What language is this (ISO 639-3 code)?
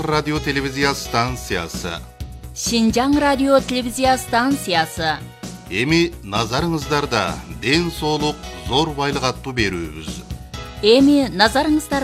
kir